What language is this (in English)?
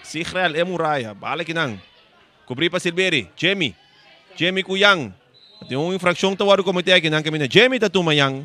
Papiamento